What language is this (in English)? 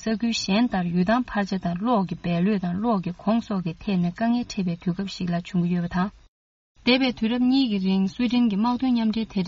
Tibetan